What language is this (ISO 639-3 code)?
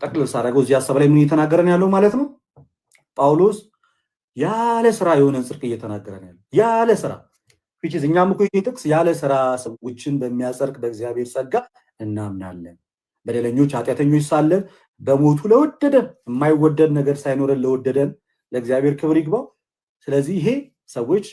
amh